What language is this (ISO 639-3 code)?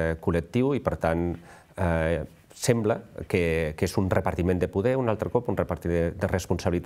cat